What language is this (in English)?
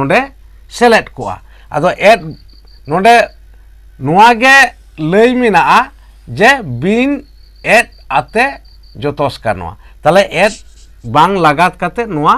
Santali